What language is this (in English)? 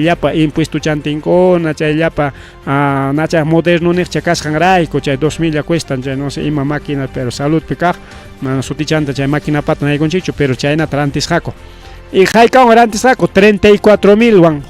Ayacucho Quechua